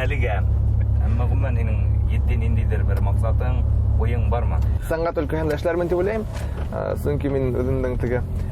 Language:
Bashkir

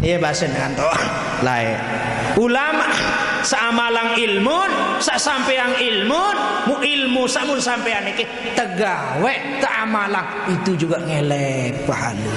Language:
Sasak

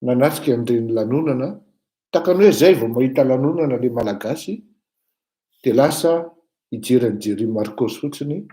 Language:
Malagasy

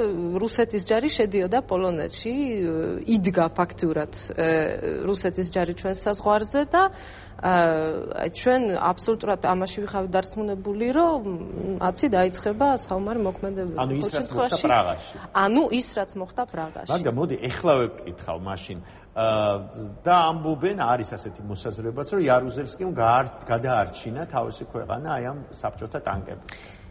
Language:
Georgian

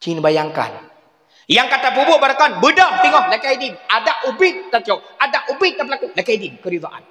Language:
Achinese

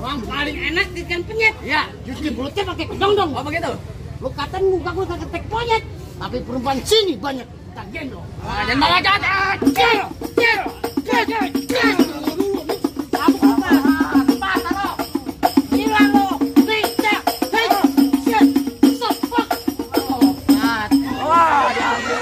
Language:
Betawi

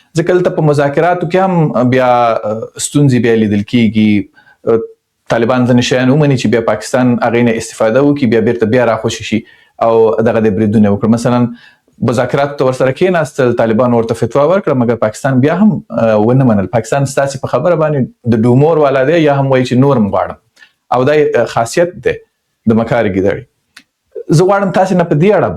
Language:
Pashto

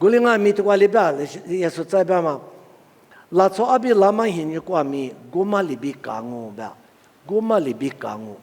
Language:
Lisu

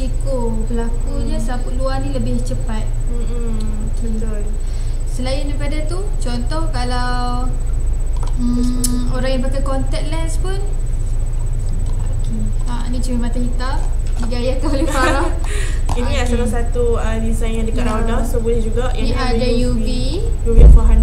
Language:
Malay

